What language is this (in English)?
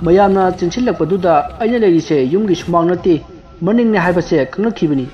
Manipuri